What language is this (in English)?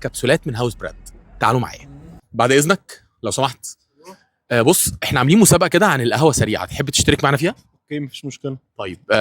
Egyptian Arabic